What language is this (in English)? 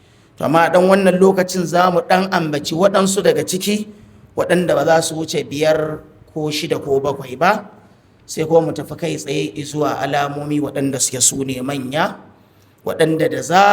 Hausa